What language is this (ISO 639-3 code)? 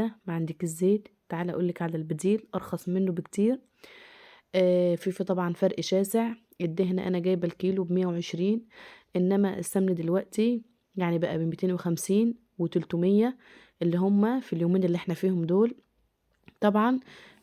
arz